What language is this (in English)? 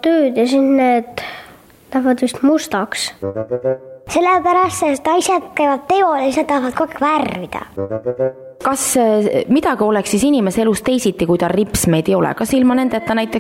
Estonian